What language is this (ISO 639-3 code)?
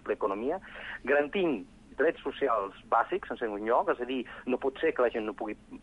cat